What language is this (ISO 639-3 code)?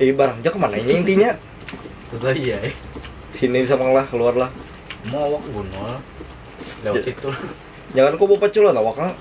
bjn